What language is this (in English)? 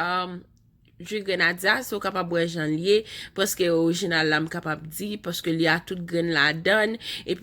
Haitian Creole